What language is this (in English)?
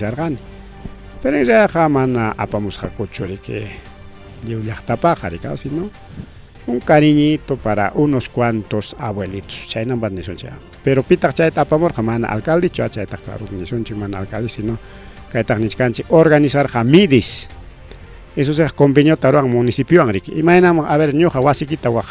Ayacucho Quechua